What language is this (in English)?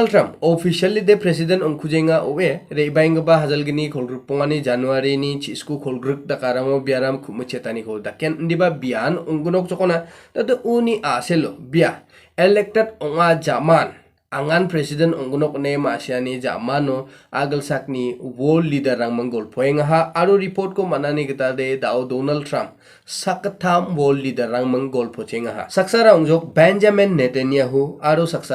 Garo